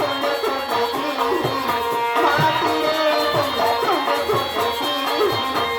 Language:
Chhattisgarhi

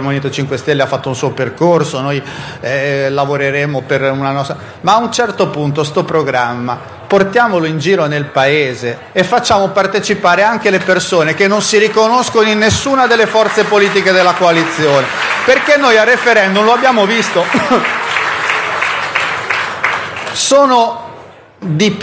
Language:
Italian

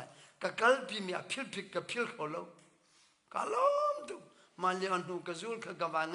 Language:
Hakha Chin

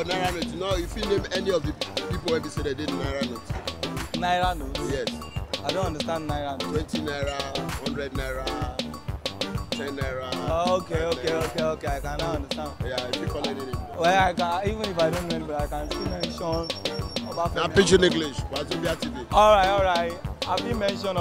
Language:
Nigerian Pidgin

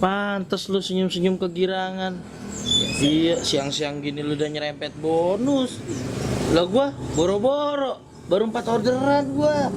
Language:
Betawi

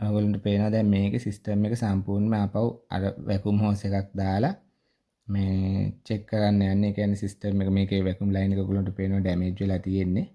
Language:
Sinhala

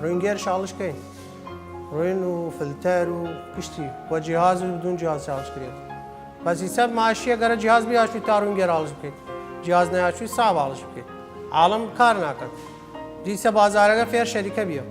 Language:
Southern Kurdish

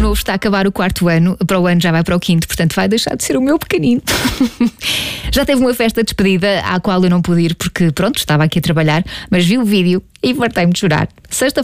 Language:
Portuguese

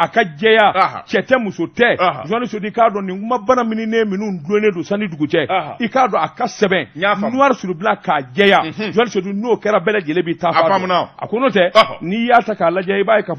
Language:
Bambara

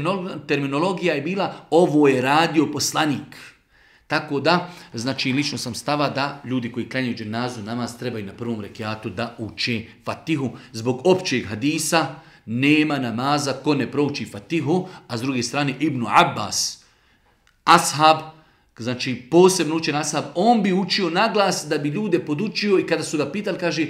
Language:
Bosnian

